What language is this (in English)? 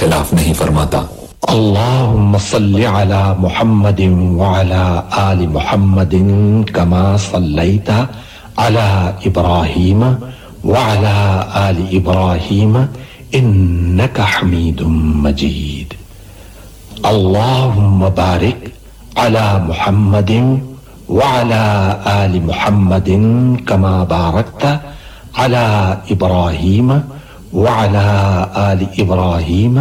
Urdu